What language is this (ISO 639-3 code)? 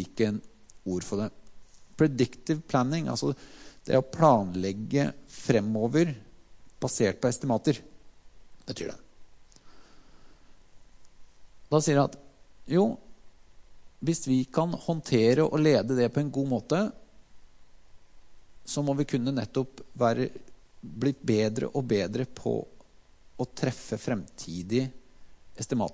nor